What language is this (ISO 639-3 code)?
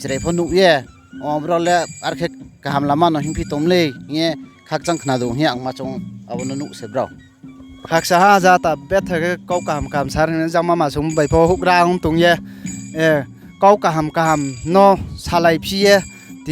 ria